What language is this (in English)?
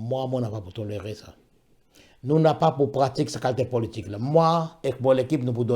Morisyen